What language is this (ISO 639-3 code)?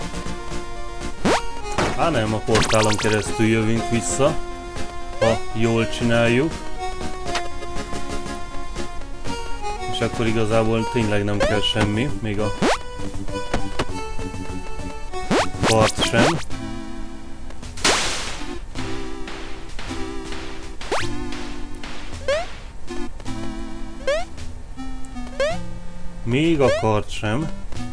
hun